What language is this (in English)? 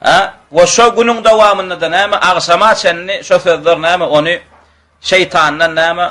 Turkmen